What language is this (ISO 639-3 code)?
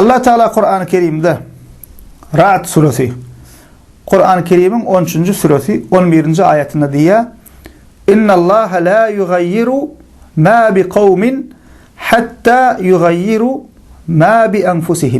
tuk